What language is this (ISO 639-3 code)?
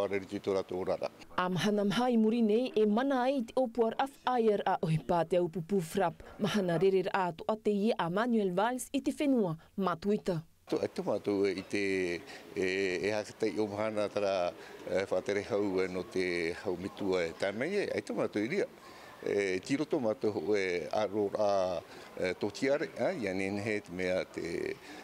tah